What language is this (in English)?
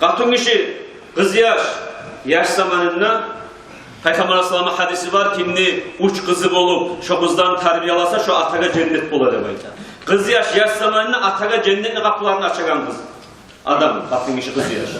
Kumyk